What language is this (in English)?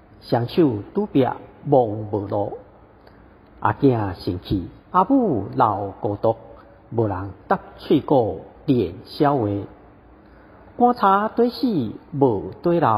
Min Nan Chinese